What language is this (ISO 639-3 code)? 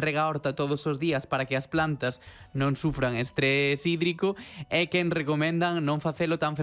glg